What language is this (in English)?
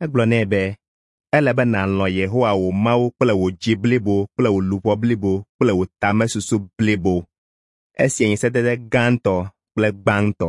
Ewe